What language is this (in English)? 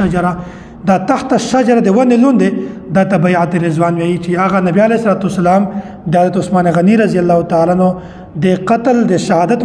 Pashto